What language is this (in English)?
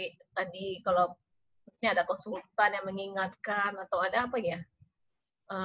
Indonesian